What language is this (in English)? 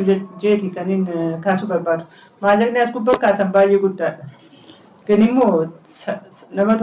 Oromo